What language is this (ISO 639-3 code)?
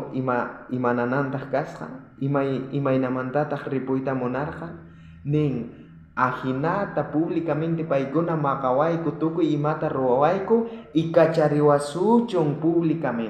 quh